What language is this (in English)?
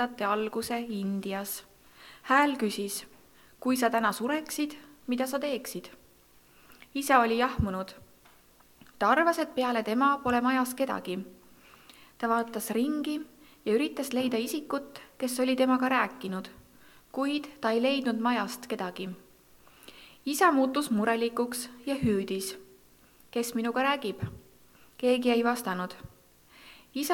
Estonian